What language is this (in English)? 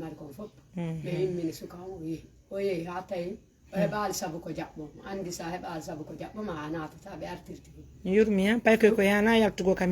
Fula